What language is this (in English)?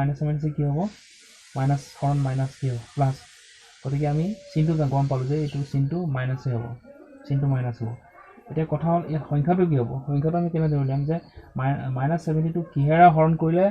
Assamese